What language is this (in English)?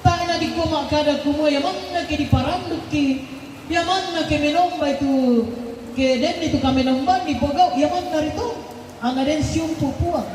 Toraja-Sa'dan